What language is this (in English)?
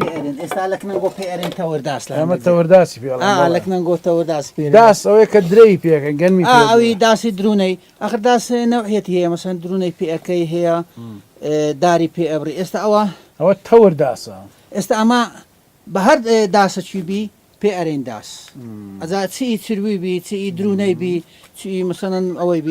Central Kurdish